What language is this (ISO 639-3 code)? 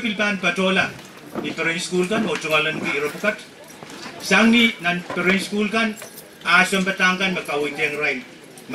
pon